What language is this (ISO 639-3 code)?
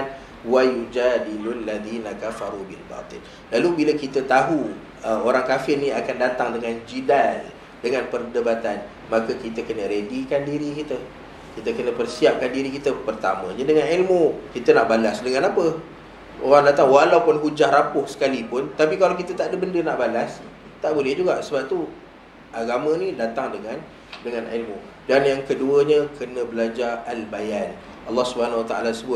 msa